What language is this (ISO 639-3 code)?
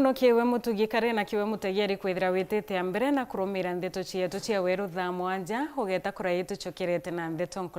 mer